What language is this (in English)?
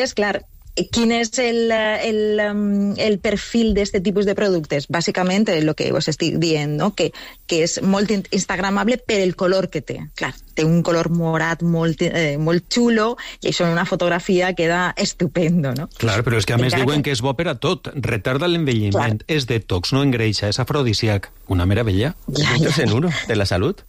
Catalan